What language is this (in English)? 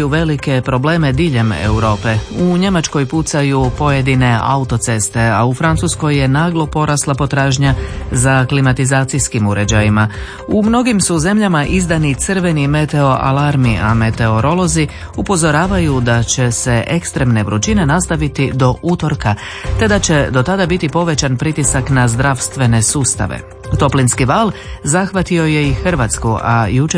Croatian